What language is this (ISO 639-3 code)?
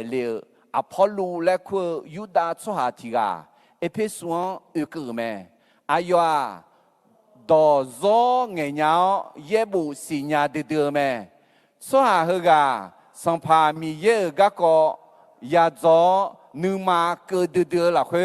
ahk